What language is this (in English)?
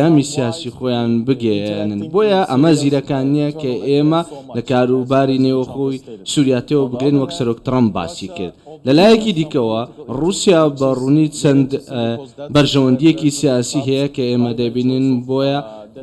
Central Kurdish